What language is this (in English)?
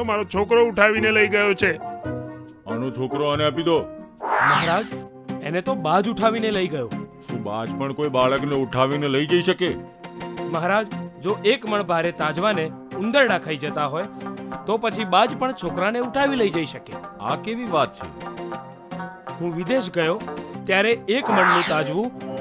Gujarati